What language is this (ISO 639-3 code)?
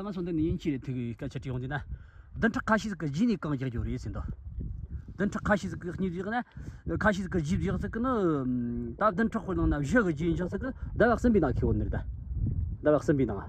bod